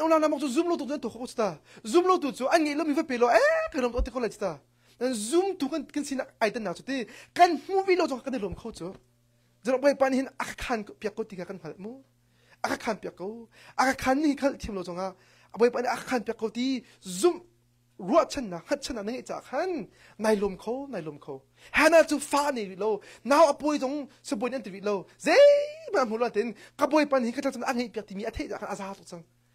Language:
Hakha Chin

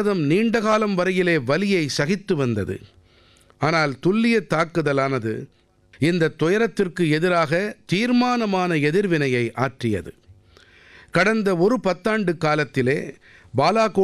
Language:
Tamil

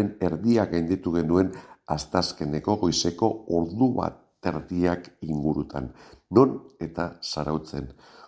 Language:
Basque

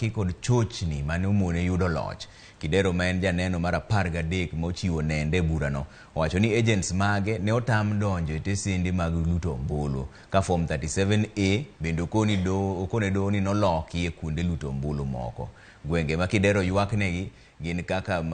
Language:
Luo (Kenya and Tanzania)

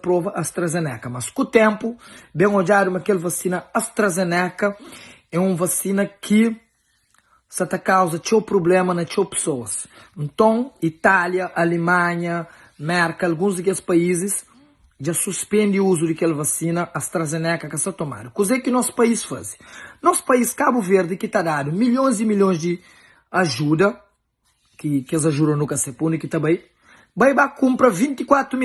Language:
Kabuverdianu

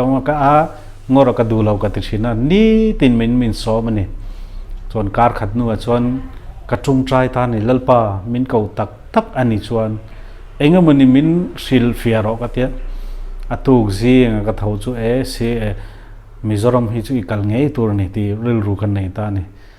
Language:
Mizo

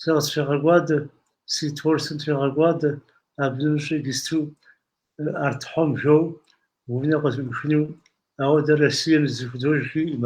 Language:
Kabardian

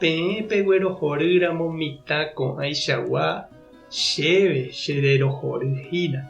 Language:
Guarani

